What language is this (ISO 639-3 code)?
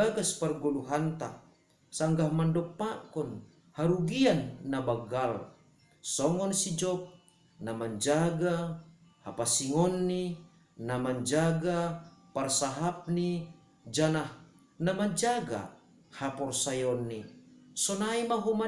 bts